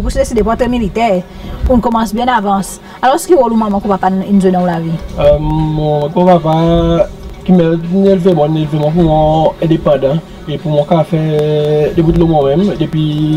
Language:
Seselwa Creole French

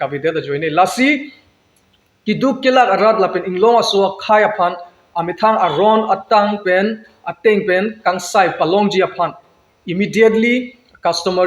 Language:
Karbi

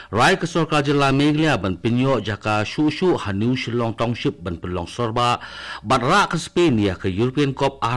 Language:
Khasi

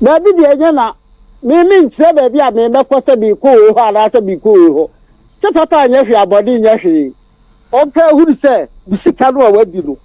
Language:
Akan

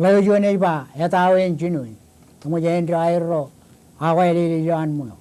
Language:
Marshallese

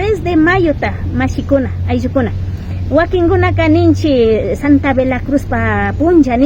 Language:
Imbabura Highland Quichua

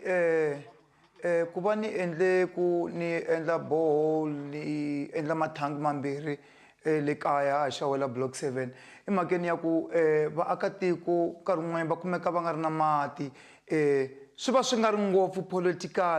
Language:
Tsonga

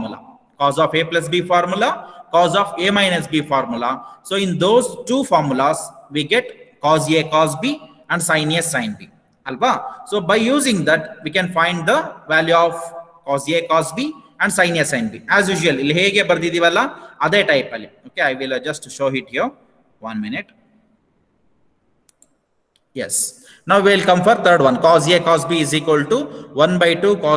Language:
Kannada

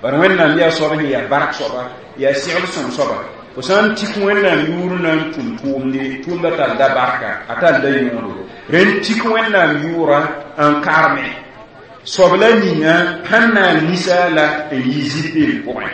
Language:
Mossi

